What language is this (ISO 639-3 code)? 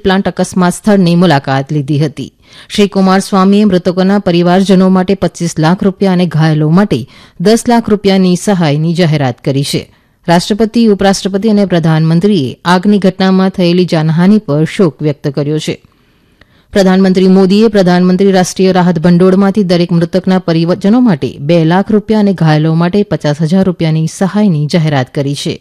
guj